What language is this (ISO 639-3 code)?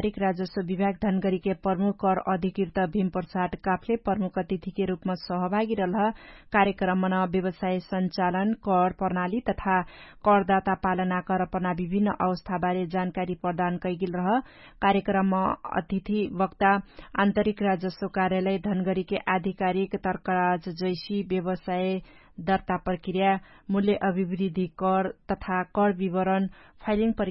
thl